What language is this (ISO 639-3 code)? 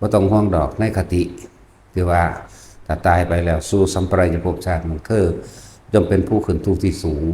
tts